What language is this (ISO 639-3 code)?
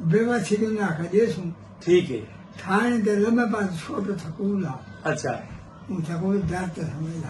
skr